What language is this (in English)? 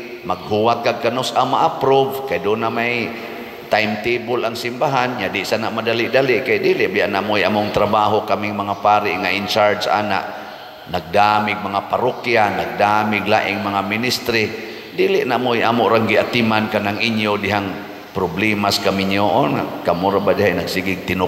Cebuano